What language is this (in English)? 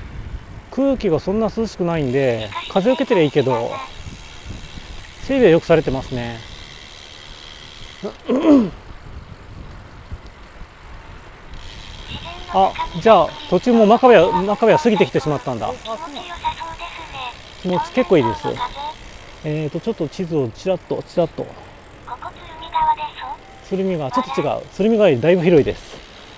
Japanese